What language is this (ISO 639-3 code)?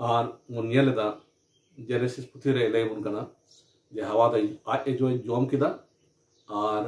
sat